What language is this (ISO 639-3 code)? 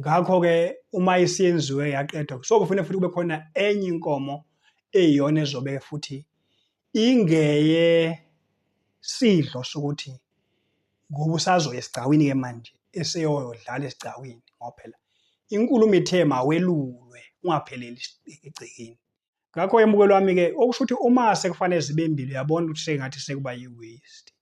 zul